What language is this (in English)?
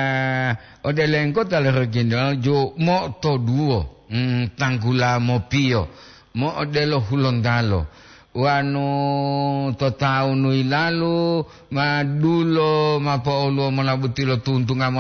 Gorontalo